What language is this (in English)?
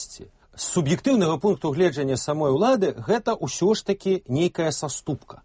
Belarusian